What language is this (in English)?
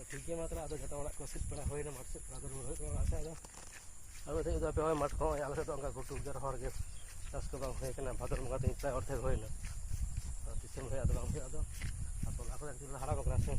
Santali